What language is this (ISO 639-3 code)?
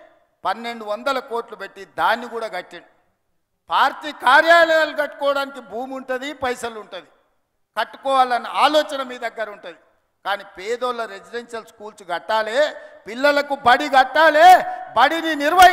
tel